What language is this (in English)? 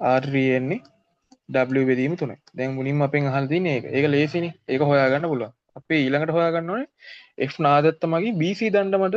Sinhala